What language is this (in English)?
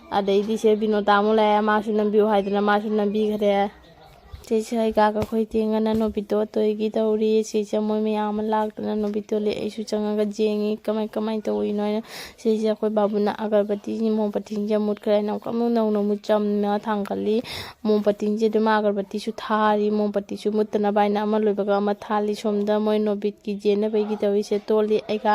Manipuri